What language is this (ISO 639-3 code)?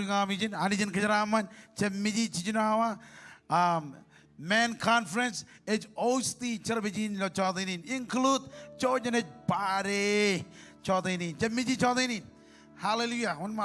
mah